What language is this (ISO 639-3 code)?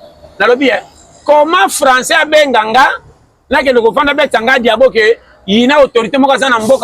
lin